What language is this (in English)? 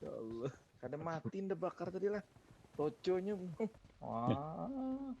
Banjar